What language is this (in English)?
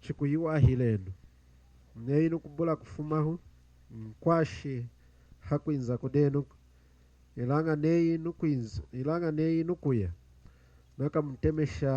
Lunda